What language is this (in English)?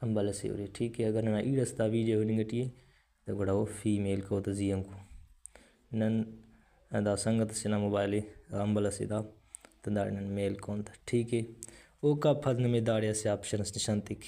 Brahui